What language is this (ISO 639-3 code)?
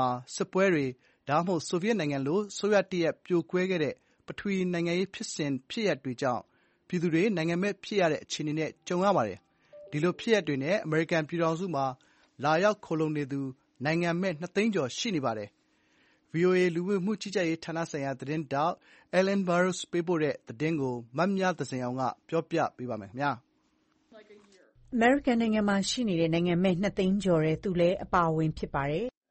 mya